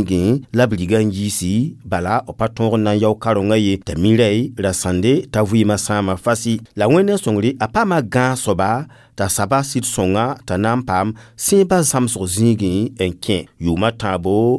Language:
Mossi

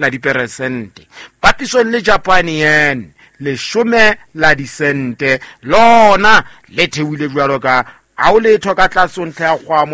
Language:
Southern Sotho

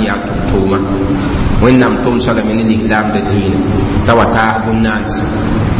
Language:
Mossi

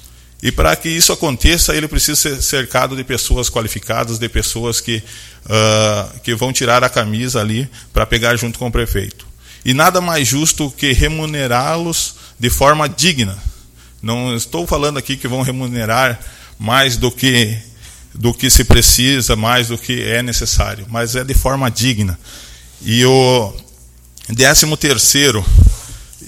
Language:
Portuguese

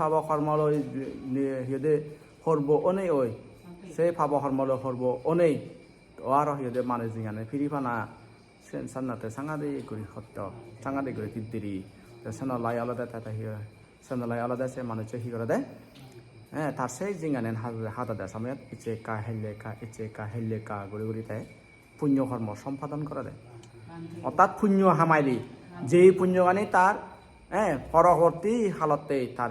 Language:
Chakma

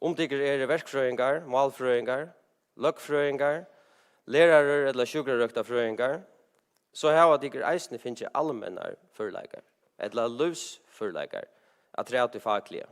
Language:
Faroese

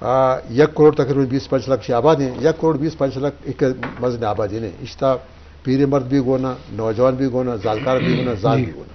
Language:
Eastern Balochi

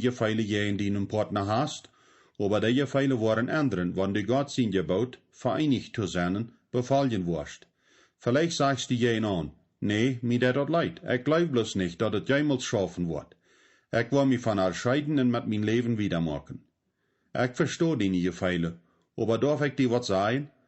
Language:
Plautdietsch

